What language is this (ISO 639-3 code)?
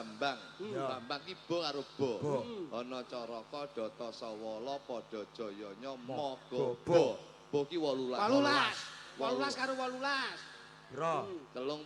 jav